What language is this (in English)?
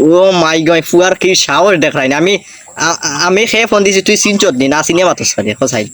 Sylheti